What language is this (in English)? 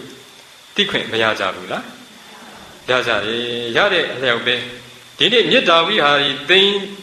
Burmese